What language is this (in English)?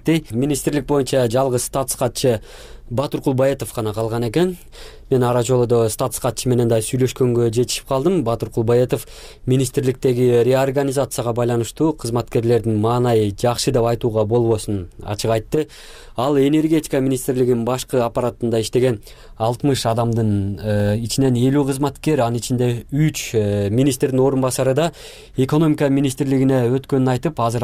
Kyrgyz